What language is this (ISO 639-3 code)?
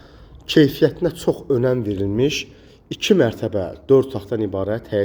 aze